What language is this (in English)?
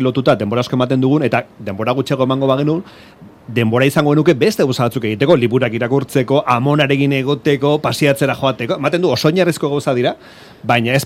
Basque